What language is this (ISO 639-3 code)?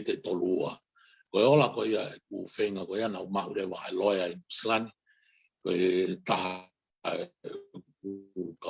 ton